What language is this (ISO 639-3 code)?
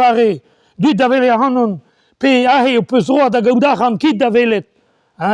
bre